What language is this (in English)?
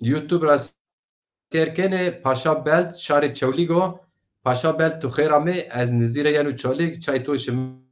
Zaza